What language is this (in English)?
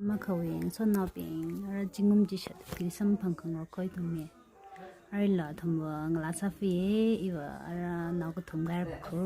Tangkhul Naga (India)